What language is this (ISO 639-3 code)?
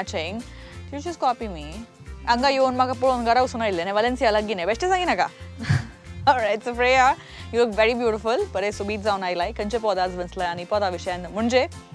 kok